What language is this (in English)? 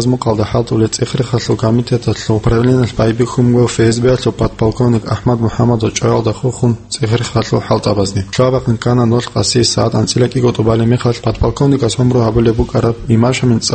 Avaric